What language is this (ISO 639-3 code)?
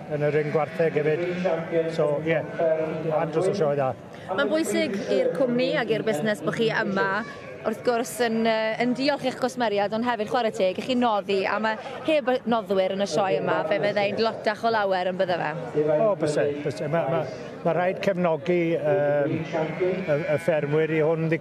cym